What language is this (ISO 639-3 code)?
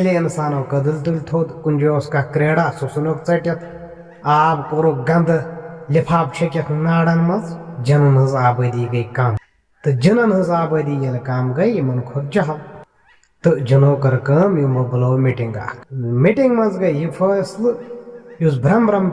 kas